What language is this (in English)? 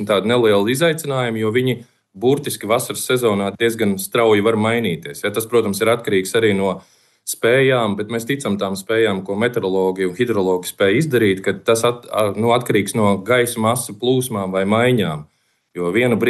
Latvian